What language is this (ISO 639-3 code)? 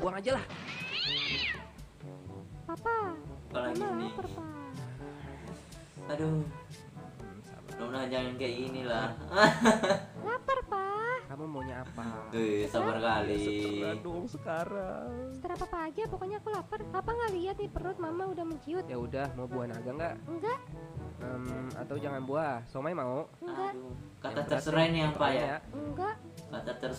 ind